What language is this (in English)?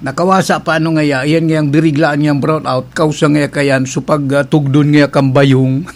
Bikol